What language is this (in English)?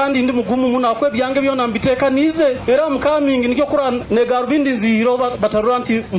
Nyoro